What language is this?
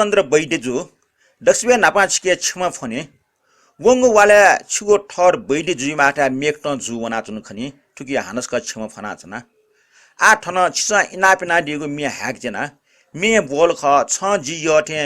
Newari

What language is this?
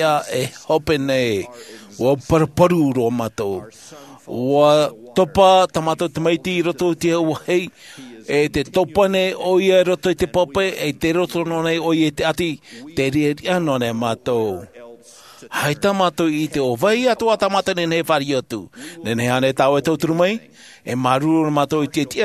Tahitian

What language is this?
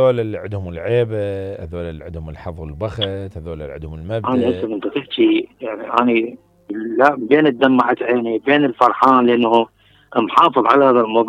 Mesopotamian Arabic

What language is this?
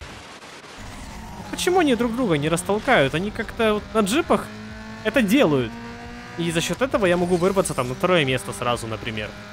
Russian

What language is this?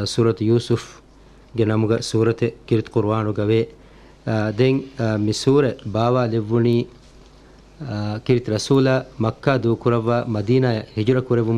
Divehi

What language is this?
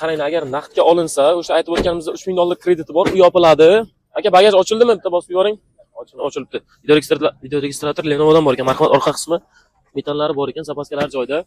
Uzbek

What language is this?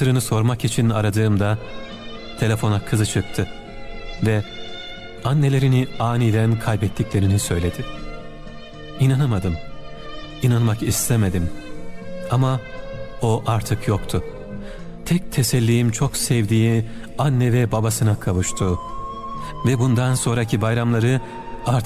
Turkish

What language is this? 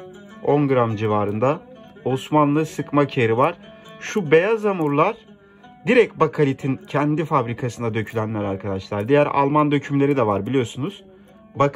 Turkish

